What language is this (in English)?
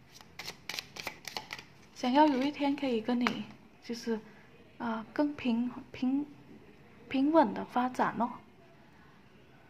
Chinese